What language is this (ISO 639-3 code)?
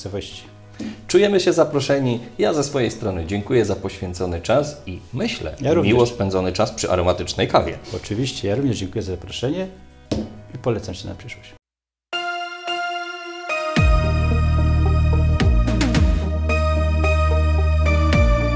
pol